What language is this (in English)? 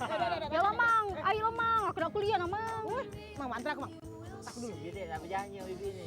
Musi